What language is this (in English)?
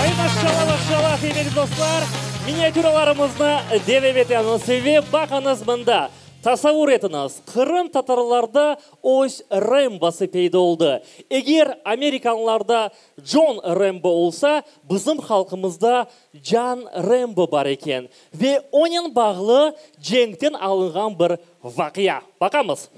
Crimean Tatar